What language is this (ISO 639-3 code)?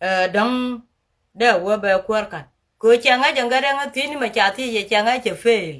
nus